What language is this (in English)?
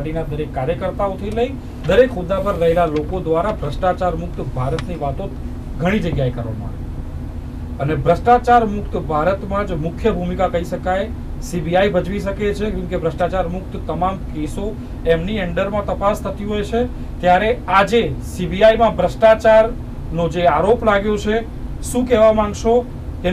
Gujarati